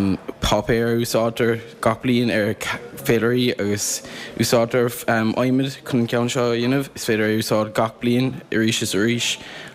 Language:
Irish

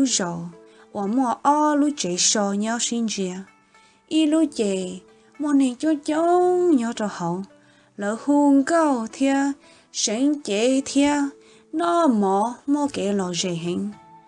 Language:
Hmong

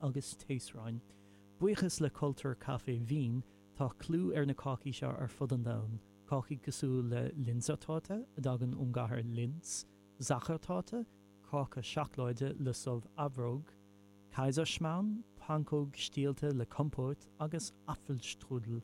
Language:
Irish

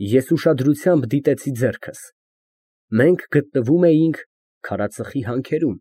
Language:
Armenian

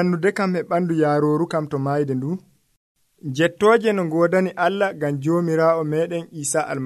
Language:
Nigerian Fulfulde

